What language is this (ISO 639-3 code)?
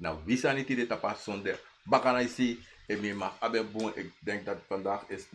srn